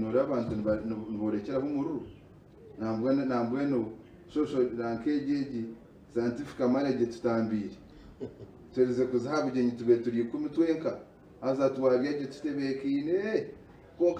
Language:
Nyankole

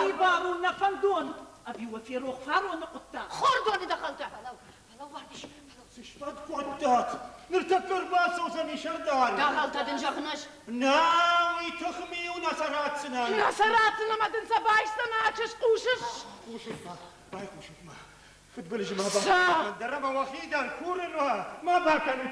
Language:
Ossetic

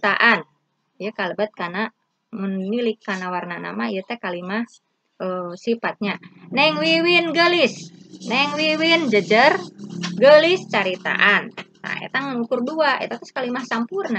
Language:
Sundanese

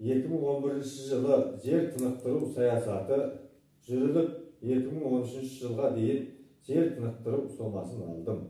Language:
Kazakh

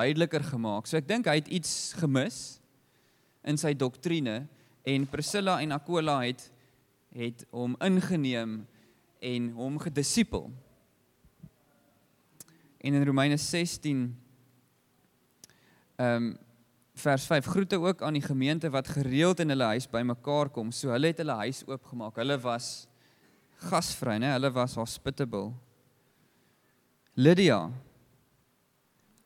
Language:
Afrikaans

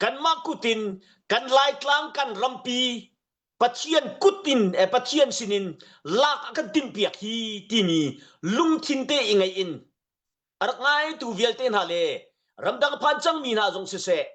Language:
Hakha Chin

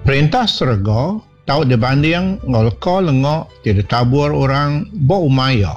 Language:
Iban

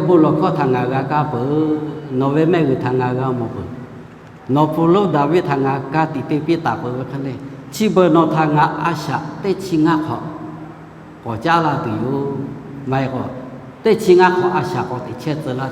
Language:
Lahu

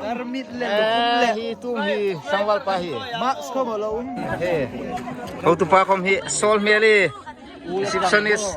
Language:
Hmar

